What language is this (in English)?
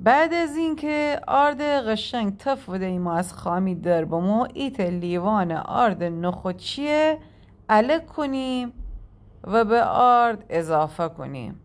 Gilaki